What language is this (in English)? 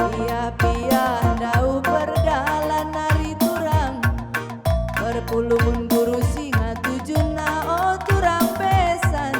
Batak Karo